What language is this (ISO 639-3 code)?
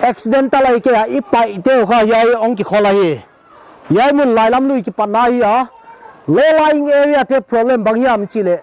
pck